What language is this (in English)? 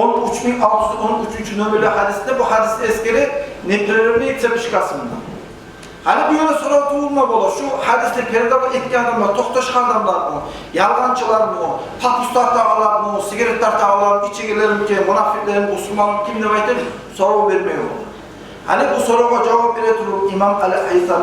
Kumyk